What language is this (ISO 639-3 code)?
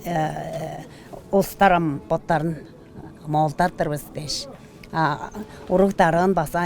tyv